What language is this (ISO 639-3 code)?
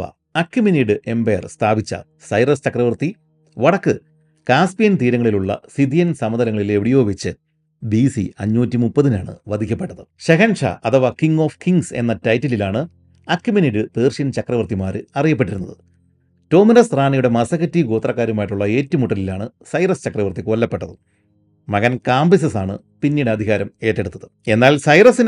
mal